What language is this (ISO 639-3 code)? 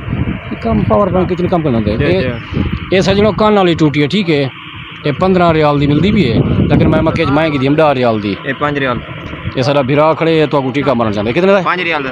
skr